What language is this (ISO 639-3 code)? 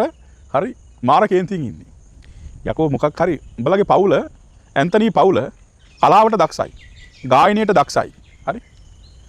sin